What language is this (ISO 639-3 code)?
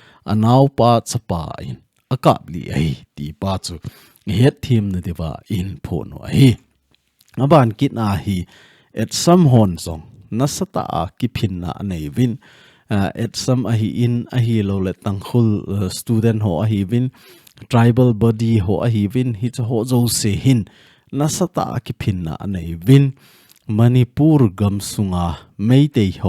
tcz